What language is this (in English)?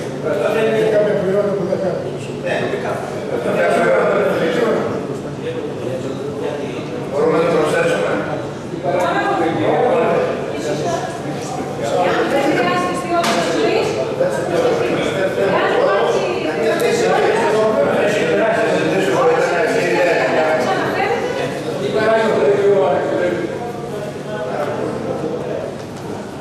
Greek